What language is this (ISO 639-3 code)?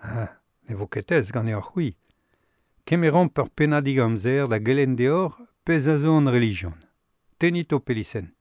bre